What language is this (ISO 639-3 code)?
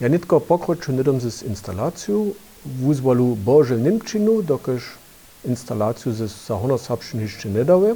hsb